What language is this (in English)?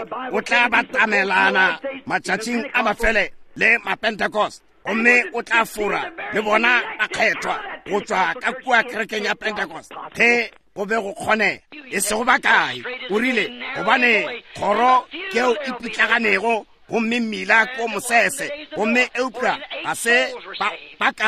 Northern Sotho